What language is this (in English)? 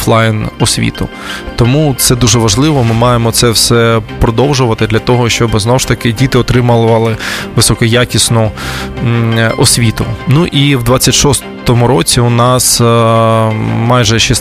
Ukrainian